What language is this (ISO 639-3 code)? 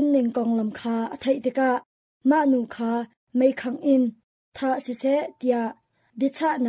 cnh